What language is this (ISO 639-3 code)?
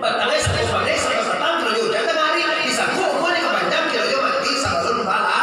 min